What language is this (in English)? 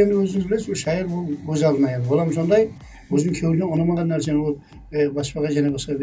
Kara-Kalpak